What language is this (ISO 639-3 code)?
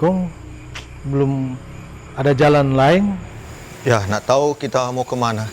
xmm